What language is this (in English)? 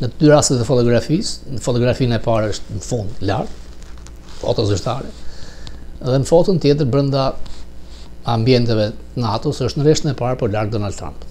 Albanian